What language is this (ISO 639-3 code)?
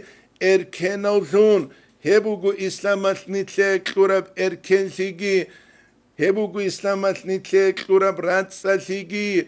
ava